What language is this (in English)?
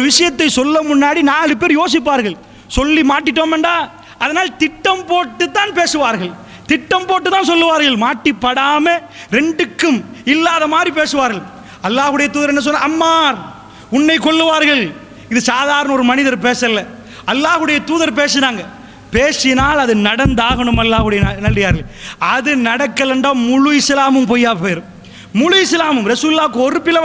Tamil